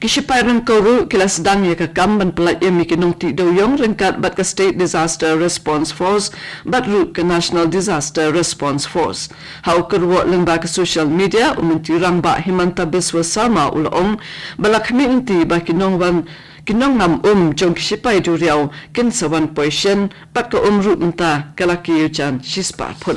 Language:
Khasi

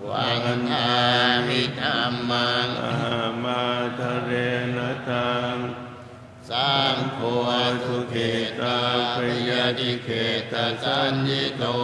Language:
Pali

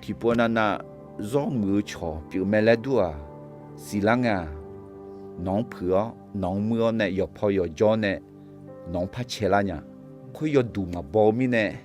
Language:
Akha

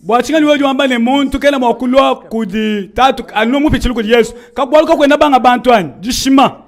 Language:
Luba-Lulua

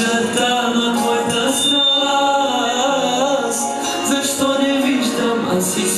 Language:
Bulgarian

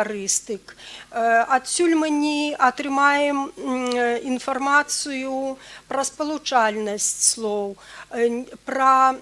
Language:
Belarusian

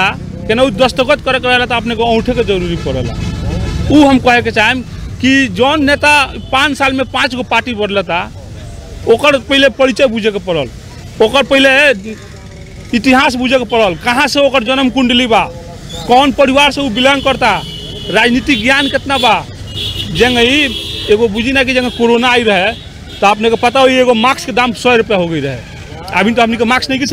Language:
Bhojpuri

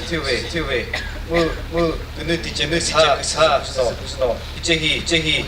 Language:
Chokri Naga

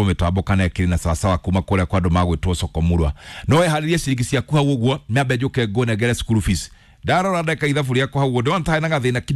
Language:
Kikuyu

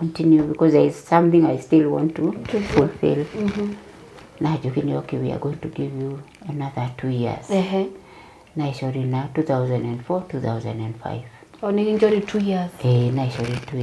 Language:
Masai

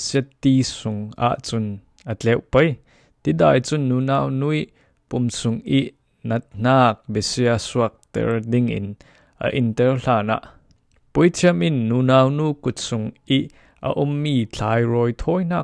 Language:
Falam Chin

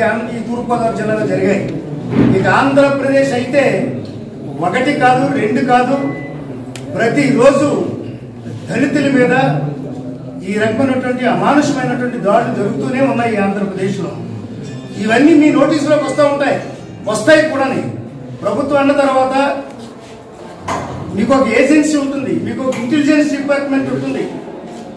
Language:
Telugu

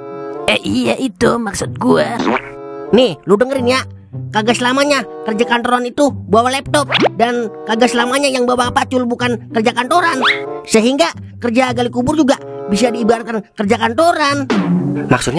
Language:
Betawi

